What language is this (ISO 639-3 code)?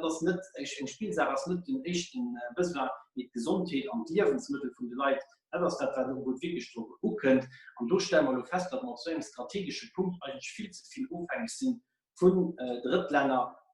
ltz